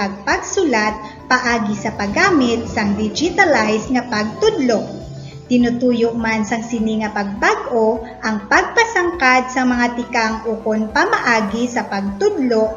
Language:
Hiligaynon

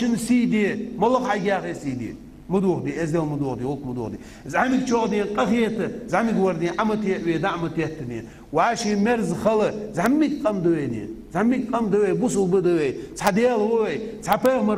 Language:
Ingush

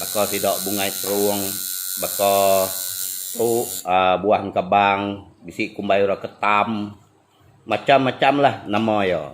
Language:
Iban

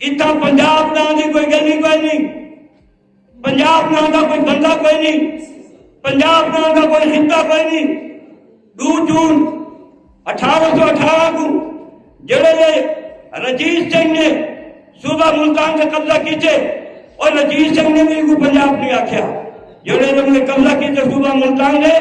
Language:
Saraiki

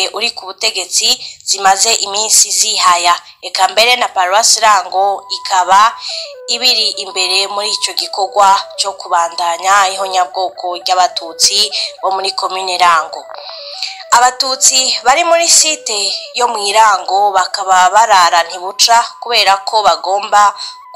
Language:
Rundi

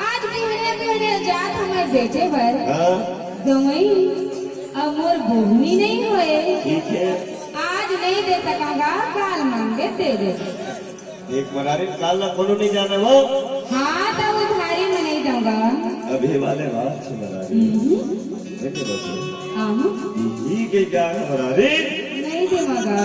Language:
Chhattisgarhi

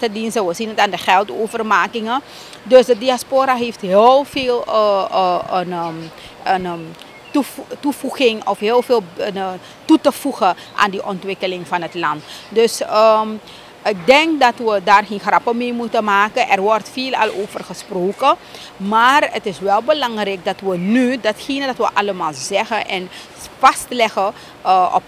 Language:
Dutch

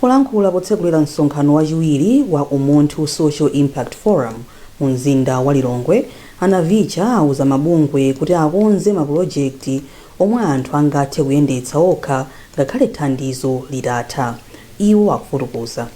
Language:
Nyanja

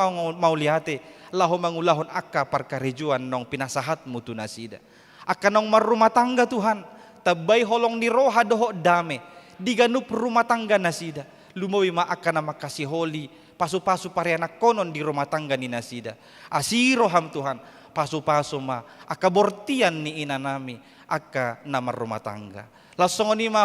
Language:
Batak Toba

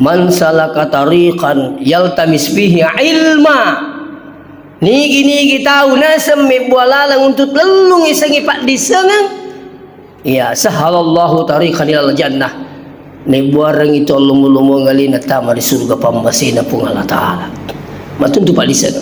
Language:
Buginese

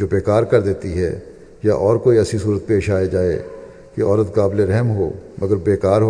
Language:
Urdu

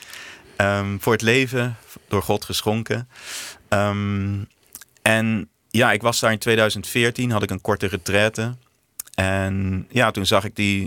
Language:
Dutch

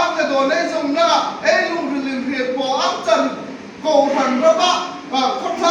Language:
Hmar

